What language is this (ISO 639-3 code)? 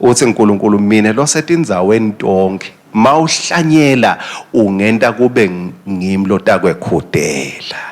ssw